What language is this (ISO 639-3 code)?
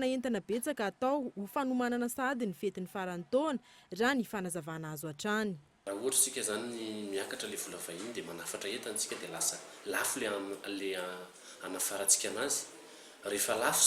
mlg